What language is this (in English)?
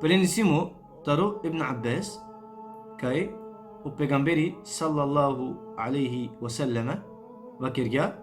Balkan Romani